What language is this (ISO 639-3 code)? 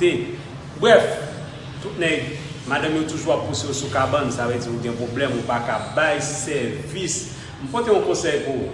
hat